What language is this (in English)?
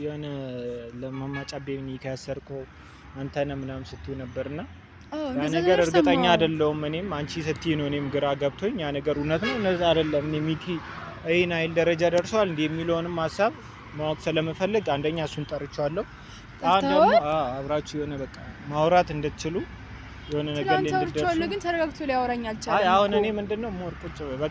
Amharic